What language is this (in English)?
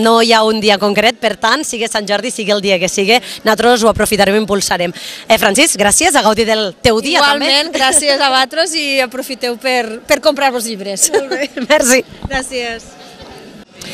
Catalan